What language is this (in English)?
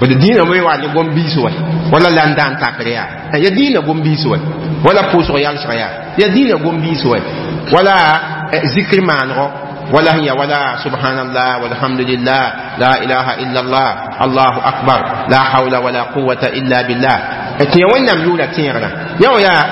Mossi